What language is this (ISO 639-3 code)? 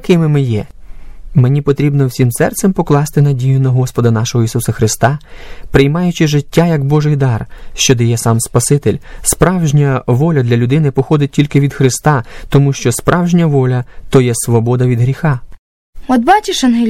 ukr